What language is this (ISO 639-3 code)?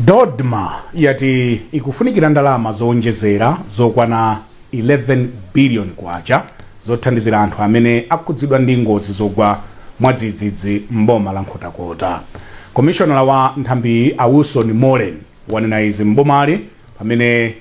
nya